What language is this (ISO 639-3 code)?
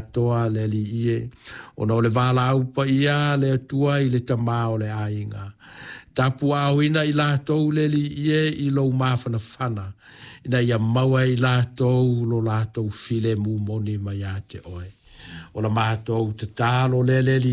smo